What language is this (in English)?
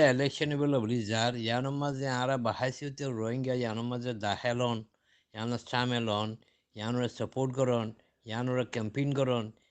Rohingya